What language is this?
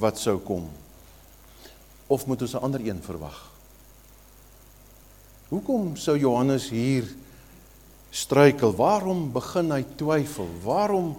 Afrikaans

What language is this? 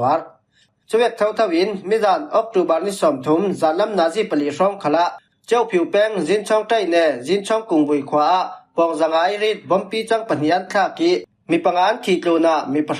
Falam Chin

